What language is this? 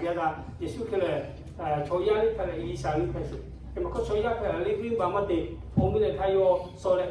Lahu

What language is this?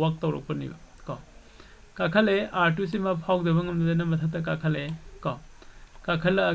Manipuri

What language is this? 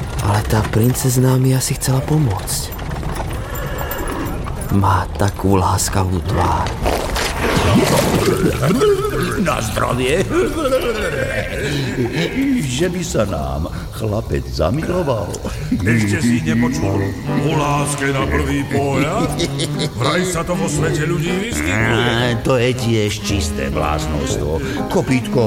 Slovak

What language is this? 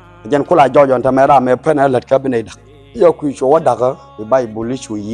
Nuer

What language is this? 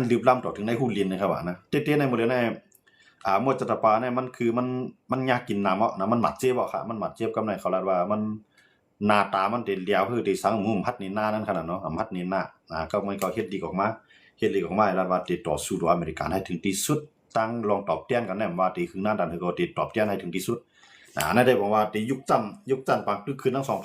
Shan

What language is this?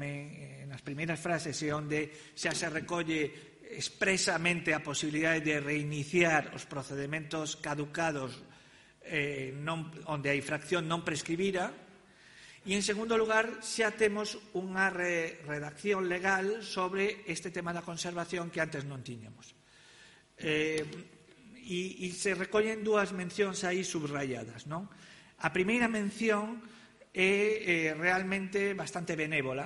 Galician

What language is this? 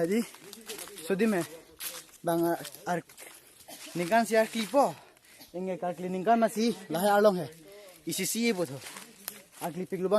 Karbi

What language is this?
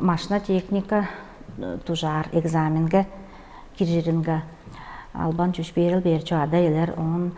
Tuvinian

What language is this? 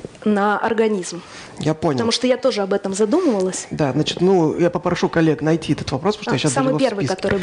Russian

